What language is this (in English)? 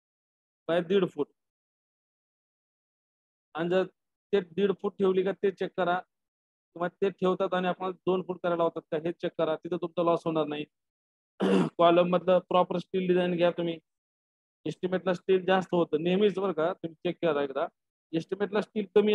Marathi